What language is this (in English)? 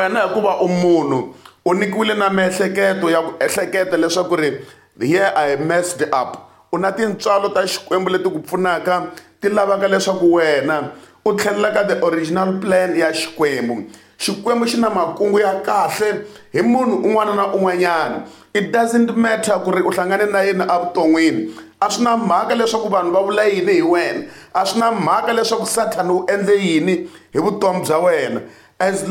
Tsonga